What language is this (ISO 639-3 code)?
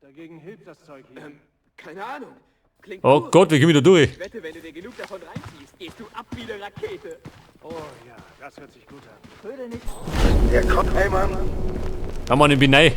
bar